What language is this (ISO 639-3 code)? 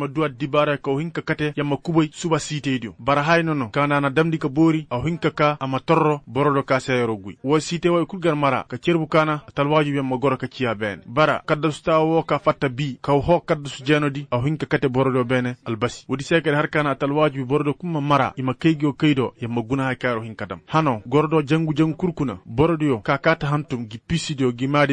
ses